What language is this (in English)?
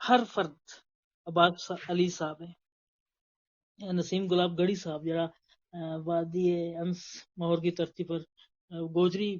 Gujari